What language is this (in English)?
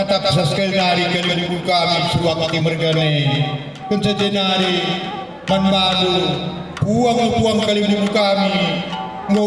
Batak Karo